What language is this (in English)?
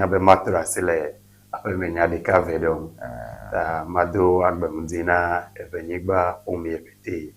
Ewe